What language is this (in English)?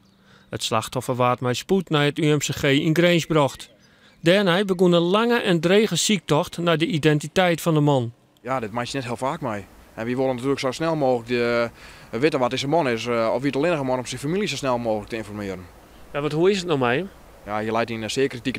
Western Frisian